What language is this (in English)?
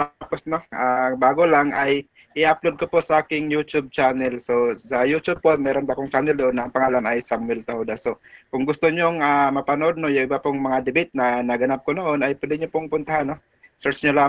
Filipino